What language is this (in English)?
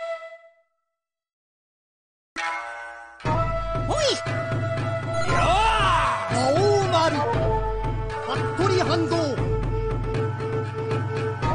Japanese